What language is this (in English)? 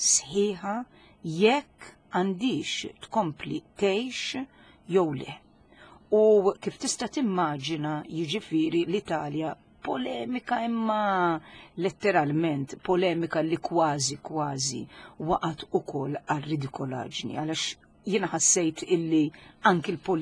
Maltese